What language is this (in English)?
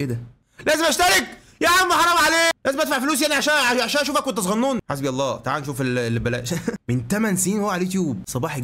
Egyptian Arabic